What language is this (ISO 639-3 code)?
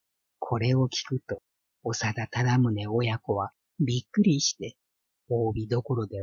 jpn